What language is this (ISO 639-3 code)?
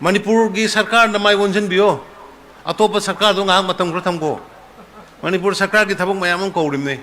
mni